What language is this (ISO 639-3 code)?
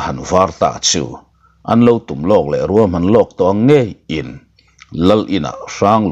lus